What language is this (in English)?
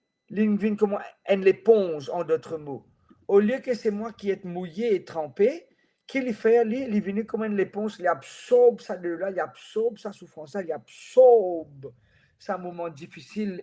Morisyen